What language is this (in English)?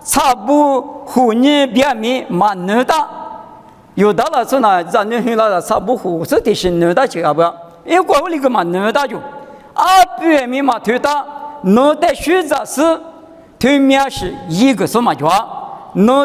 Lisu